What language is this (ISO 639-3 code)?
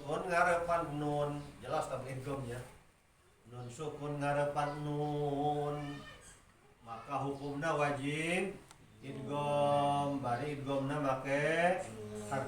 sun